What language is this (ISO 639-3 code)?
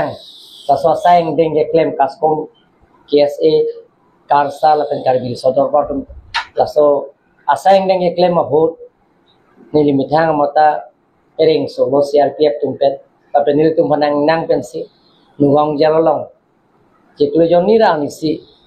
mjw